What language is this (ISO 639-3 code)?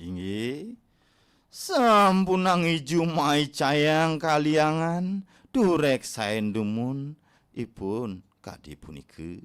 ban